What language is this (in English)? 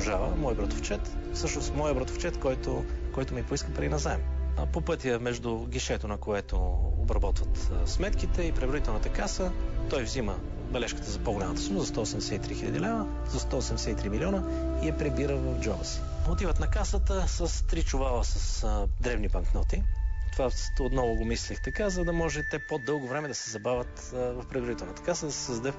Bulgarian